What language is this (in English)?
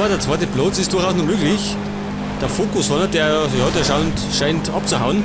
Bavarian